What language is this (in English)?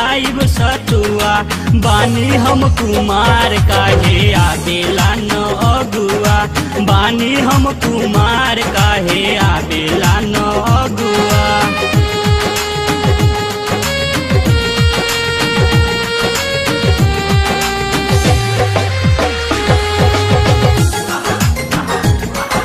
Bhojpuri